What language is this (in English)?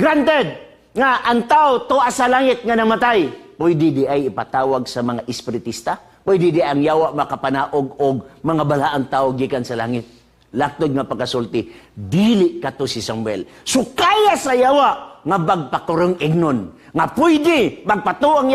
Cebuano